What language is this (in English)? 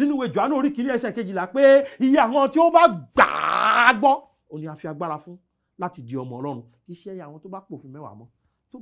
Yoruba